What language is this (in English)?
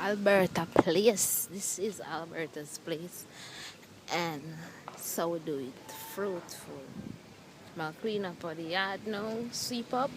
Jamaican Creole English